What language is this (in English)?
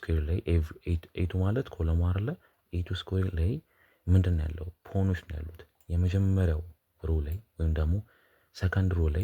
Amharic